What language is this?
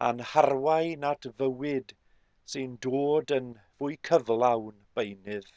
Welsh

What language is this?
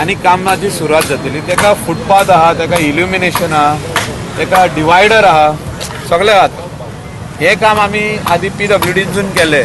Konkani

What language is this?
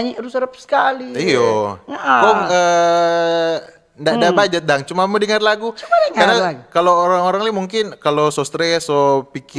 Manado Malay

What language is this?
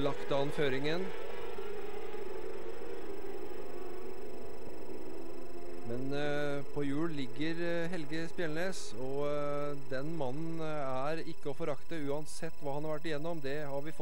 Norwegian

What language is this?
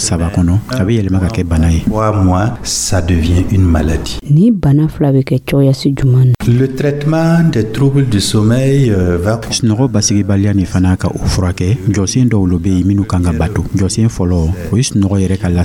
Dyula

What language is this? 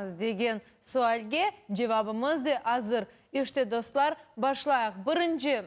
Crimean Tatar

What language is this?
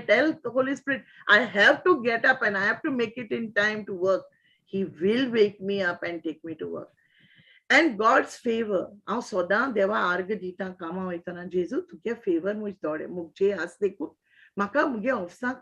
Konkani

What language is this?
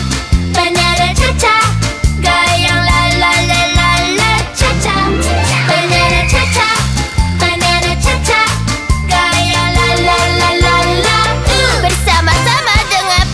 Indonesian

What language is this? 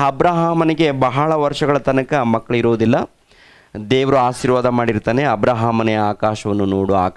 Kannada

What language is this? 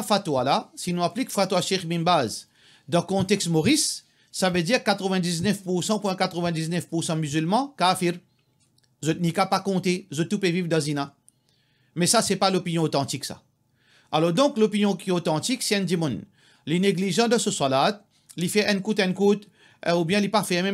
Morisyen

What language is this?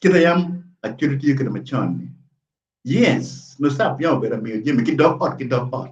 Acoli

